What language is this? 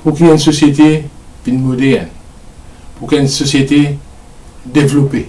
Morisyen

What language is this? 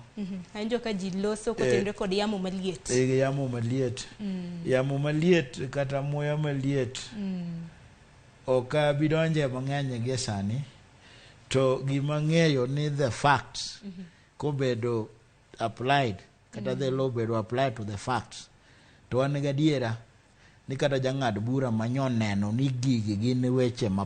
Luo (Kenya and Tanzania)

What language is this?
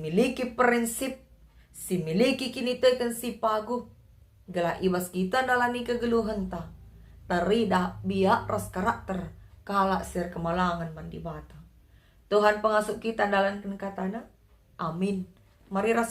Batak Karo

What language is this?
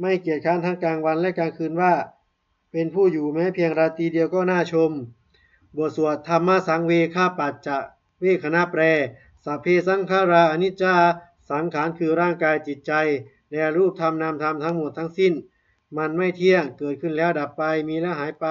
Pali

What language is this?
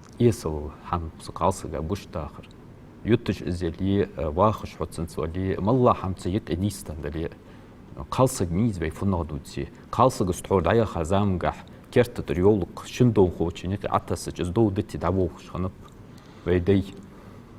Ingush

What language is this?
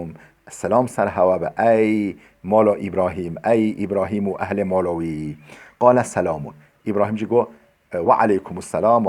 Kurdish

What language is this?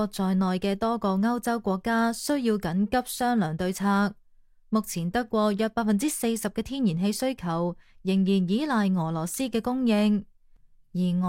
Cantonese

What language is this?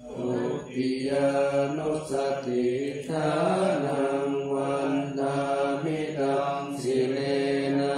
Pali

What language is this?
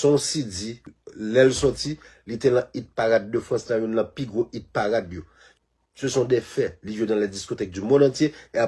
Haitian Creole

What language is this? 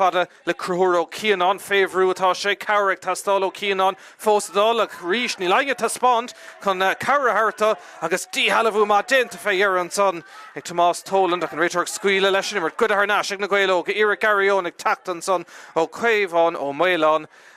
Irish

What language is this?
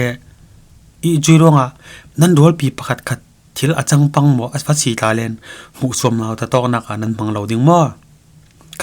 Falam Chin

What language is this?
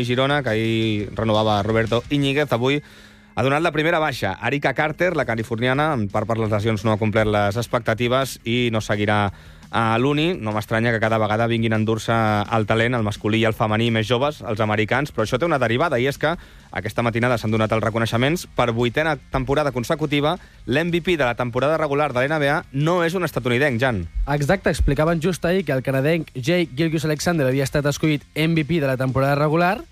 Catalan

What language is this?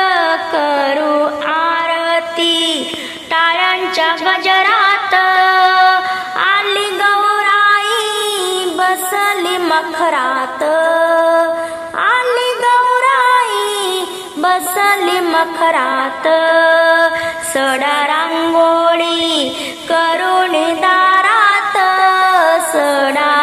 Marathi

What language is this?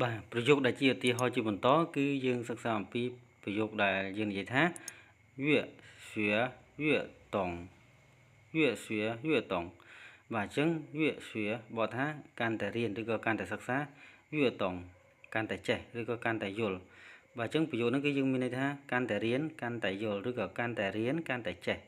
Khmer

